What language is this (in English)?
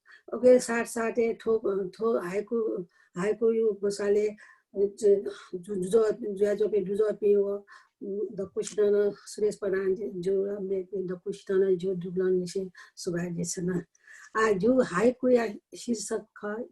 Newari